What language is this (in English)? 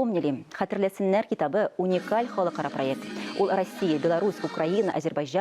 Tatar